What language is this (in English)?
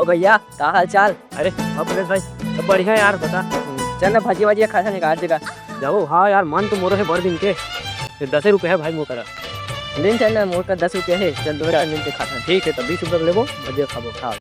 Chhattisgarhi